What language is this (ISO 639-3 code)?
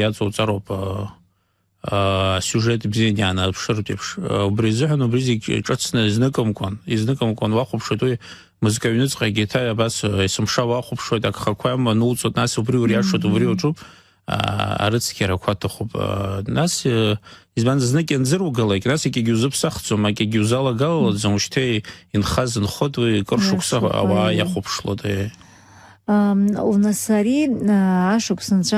abk